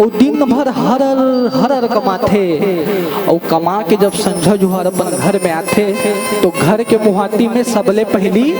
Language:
Chhattisgarhi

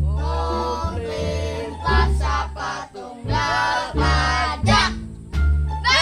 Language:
Banjar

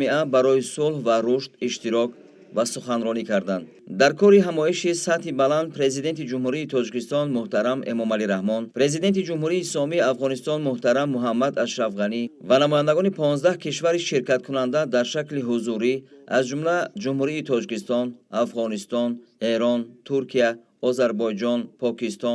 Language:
Tajik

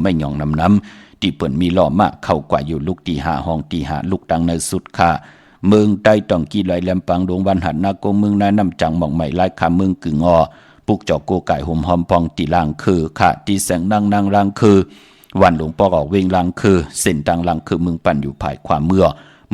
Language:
Shan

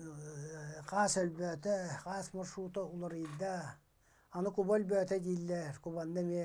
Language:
Yakut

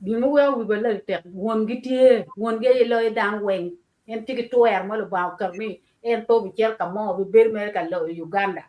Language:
Acoli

